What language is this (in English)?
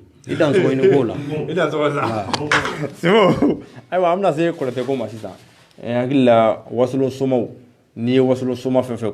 Bambara